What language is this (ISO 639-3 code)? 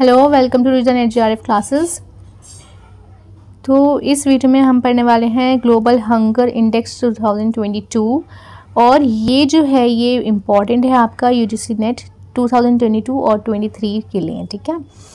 hin